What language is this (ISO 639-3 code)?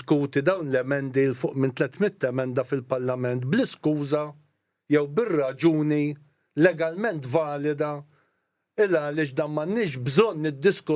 mlt